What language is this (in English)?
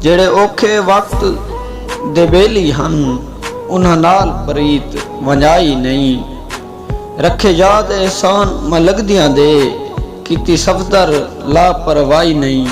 Saraiki